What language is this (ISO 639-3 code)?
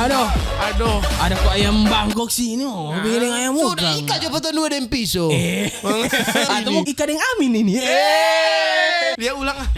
xmm